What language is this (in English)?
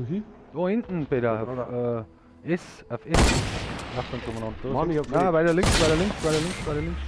Bavarian